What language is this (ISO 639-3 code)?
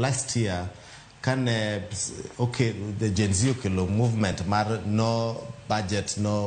luo